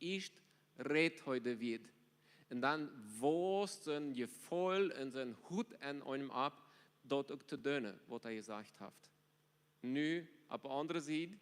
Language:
Plautdietsch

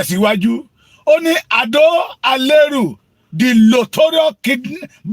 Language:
Yoruba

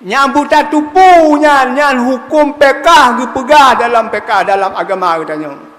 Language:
Achinese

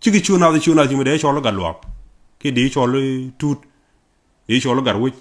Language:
Nuer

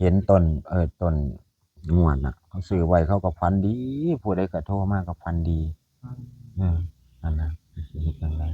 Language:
Northeastern Thai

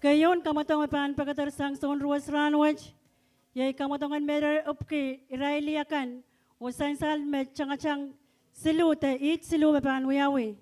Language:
Pohnpeian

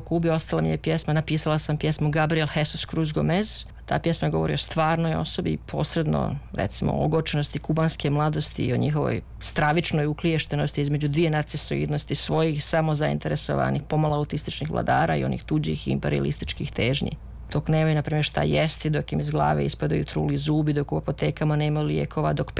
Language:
Serbian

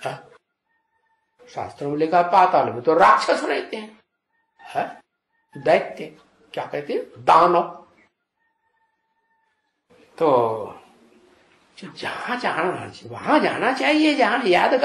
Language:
Hindi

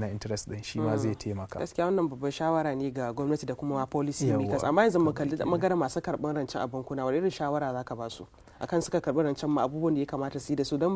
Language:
Hausa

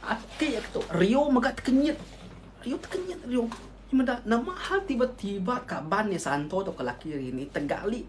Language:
Iban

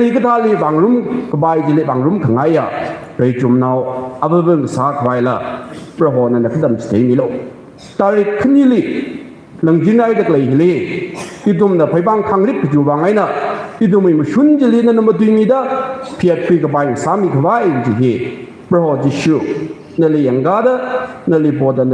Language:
Tangkhul Naga (India)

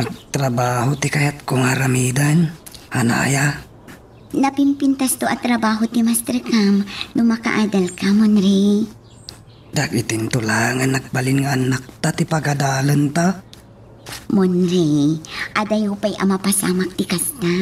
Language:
Iloko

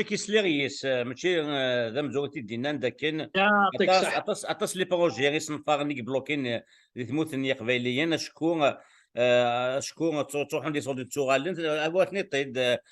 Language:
Kabyle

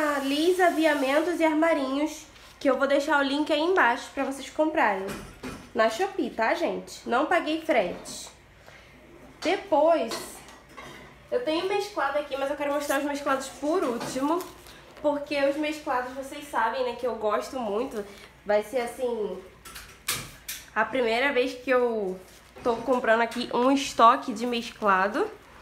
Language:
Portuguese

